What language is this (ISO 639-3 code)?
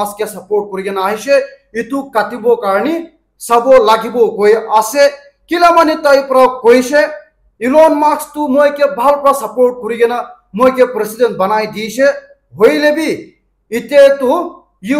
nag